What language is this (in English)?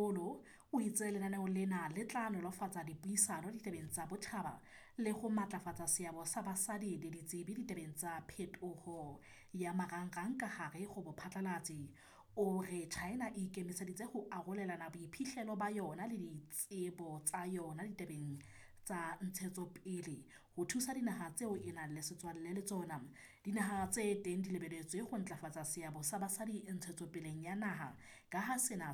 Southern Sotho